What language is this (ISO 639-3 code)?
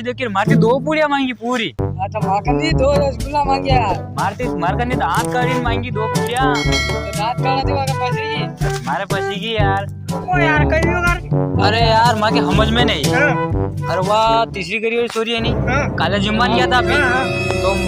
raj